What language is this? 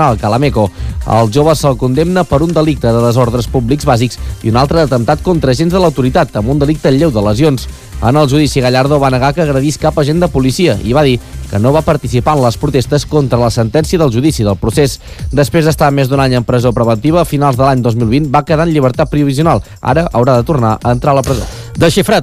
Catalan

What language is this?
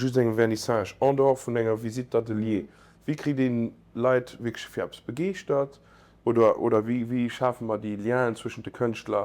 Luxembourgish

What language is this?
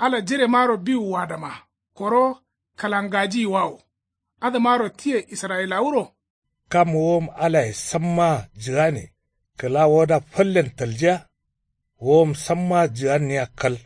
Kanuri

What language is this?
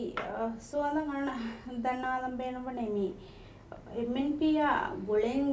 Divehi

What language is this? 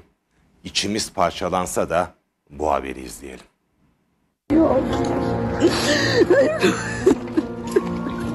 Turkish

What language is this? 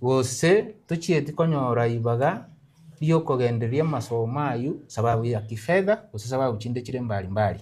Gusii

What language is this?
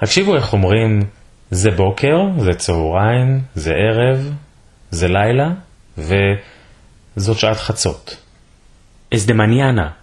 Ladino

